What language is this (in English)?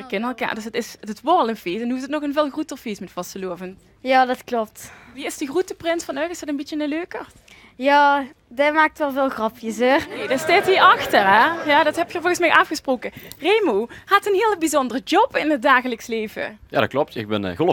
Limburgish